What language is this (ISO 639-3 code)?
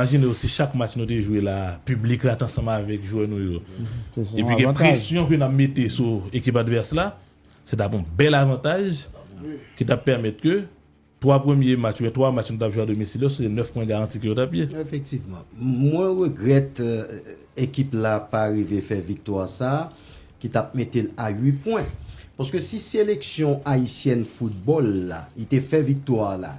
hat